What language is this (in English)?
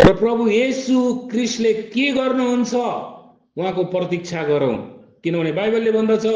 Nepali